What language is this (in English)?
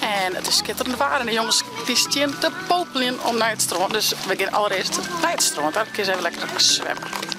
Western Frisian